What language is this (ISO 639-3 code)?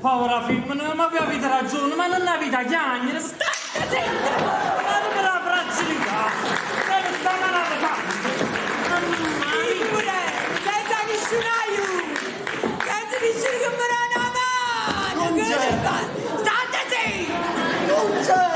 nap